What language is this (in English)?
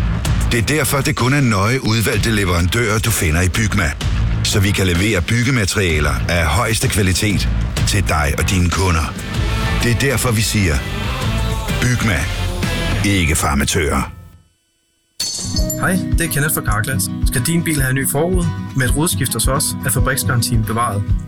Danish